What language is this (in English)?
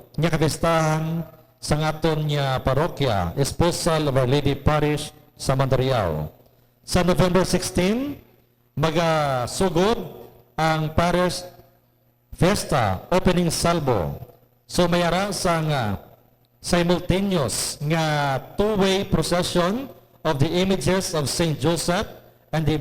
Hiligaynon